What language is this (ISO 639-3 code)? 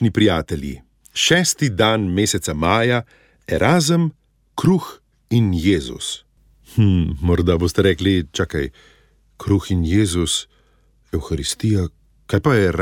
slv